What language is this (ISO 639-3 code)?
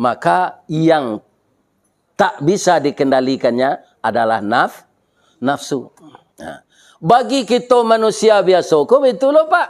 min